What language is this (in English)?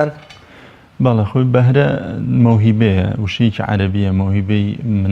Central Kurdish